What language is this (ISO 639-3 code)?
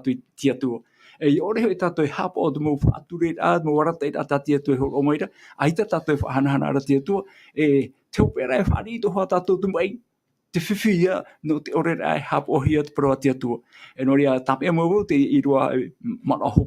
tah